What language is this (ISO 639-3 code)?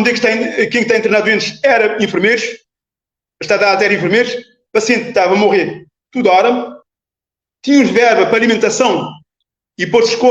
kea